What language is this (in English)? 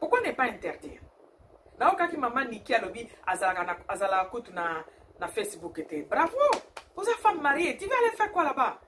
Lingala